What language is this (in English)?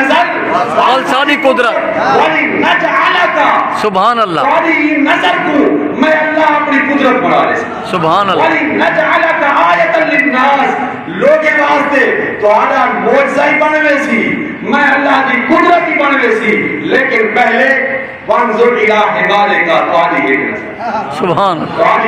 Saraiki